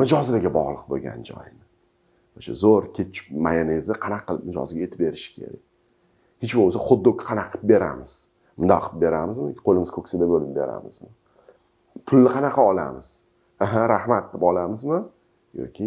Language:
Uzbek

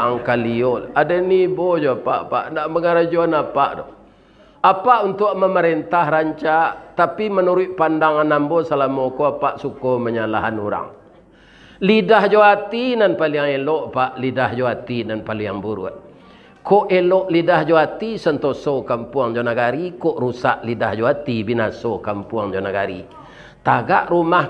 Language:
Minangkabau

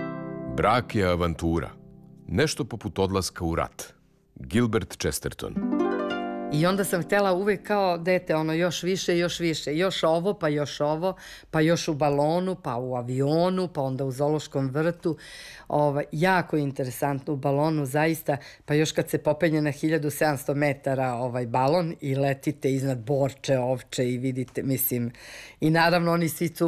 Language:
Serbian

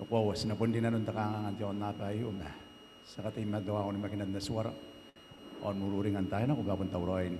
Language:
Gilbertese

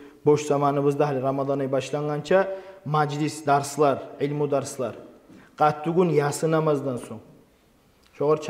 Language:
Kumyk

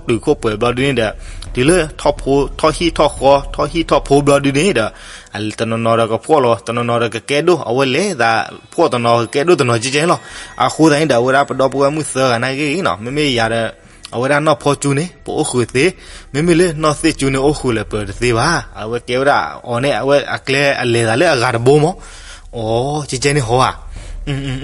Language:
S'gaw Karen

